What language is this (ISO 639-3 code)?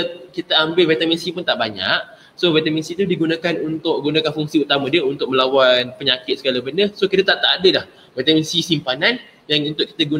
msa